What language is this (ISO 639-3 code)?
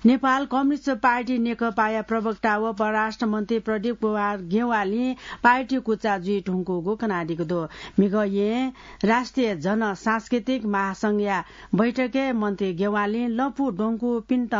new